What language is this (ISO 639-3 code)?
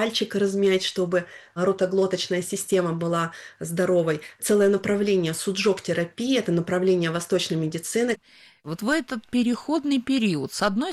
rus